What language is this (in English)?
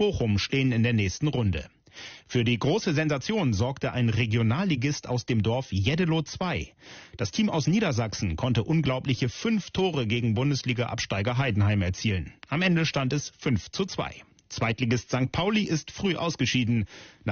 German